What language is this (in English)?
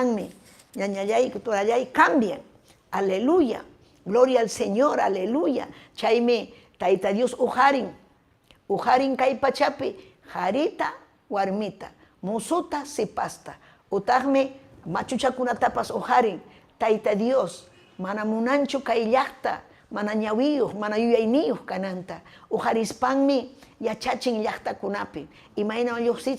Ayacucho Quechua